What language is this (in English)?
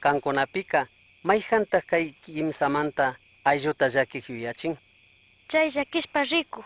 Chimborazo Highland Quichua